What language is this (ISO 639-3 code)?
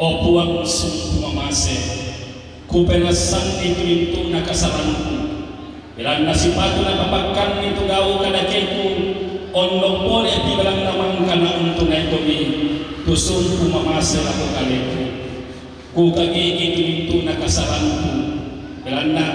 sda